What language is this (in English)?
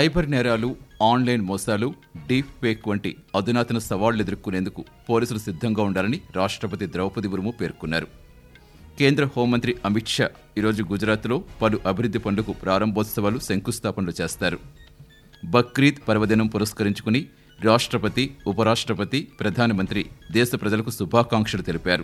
Telugu